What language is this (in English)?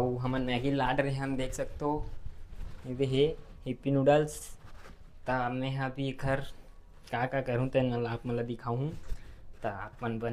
Chhattisgarhi